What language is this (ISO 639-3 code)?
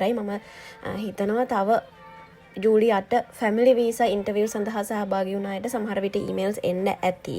sin